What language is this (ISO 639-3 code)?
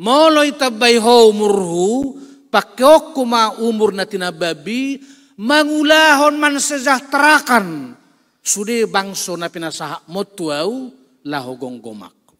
bbc